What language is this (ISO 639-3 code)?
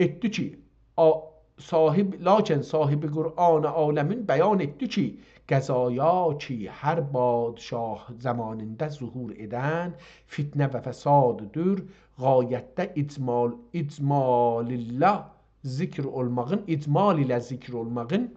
azb